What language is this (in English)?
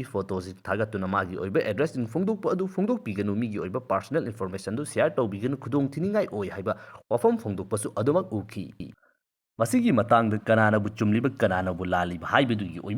Manipuri